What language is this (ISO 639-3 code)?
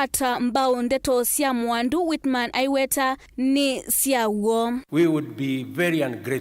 kam